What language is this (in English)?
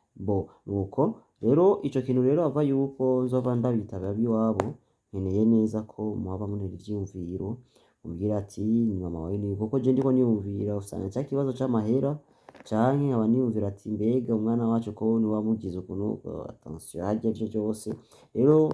Rundi